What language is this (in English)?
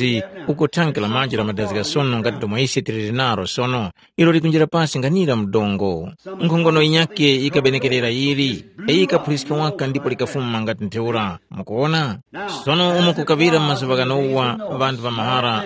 Tumbuka